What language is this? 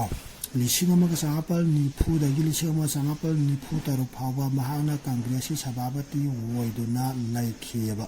Manipuri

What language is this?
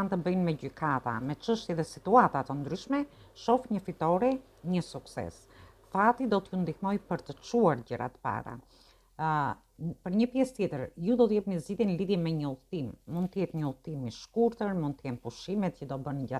Albanian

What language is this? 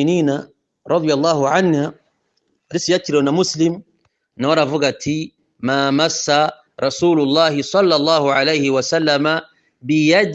Kinyarwanda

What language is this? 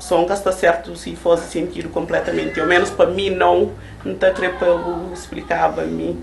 Kabuverdianu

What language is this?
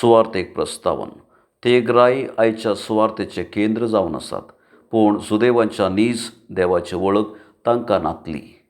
Konkani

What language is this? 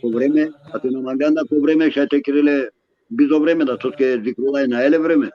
Balkan Romani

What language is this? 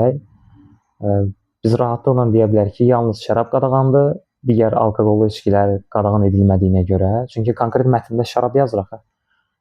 Azerbaijani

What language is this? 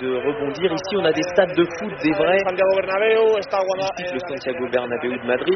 French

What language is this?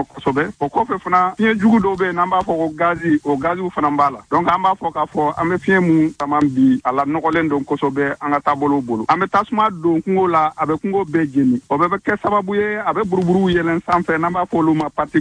Bambara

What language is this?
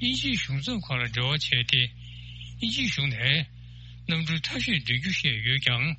Tibetan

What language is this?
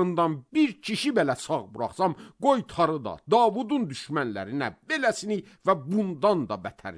Azerbaijani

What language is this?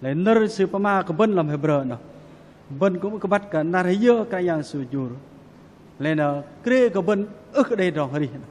Bahnar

